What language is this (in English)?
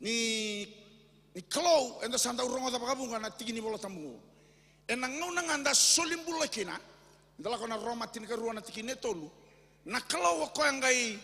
Fijian